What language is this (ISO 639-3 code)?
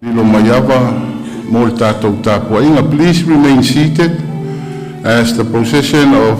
smo